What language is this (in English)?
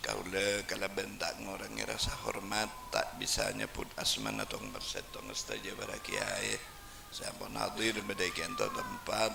Madurese